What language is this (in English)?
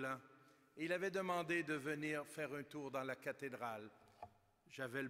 French